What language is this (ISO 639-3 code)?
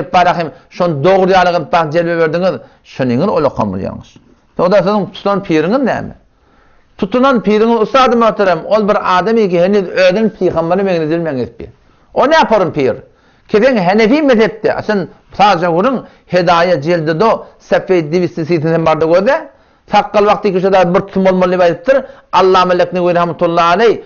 tuk